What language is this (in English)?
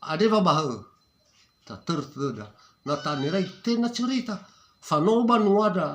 Nias